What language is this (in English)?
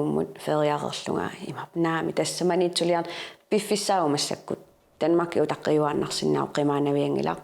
Kalaallisut